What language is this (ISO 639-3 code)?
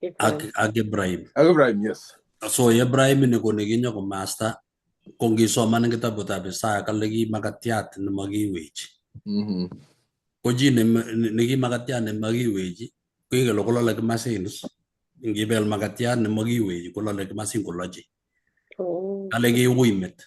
kln